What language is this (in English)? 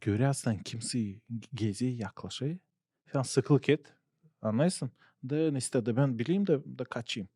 Gagauz